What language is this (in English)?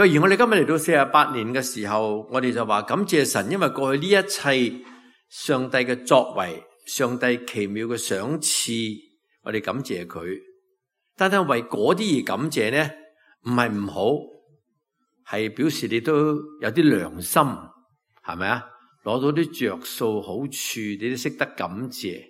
Cantonese